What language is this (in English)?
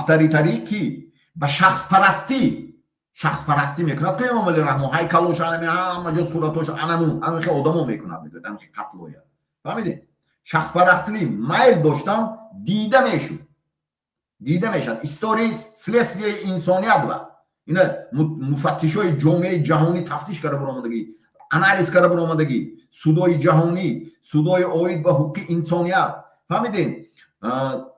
Tajik